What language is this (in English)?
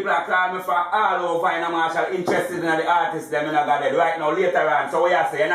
Jamaican Creole English